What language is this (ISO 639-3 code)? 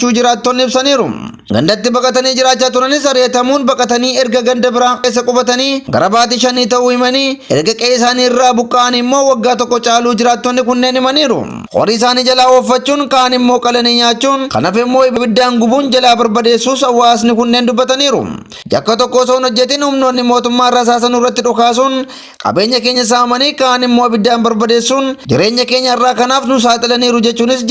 orm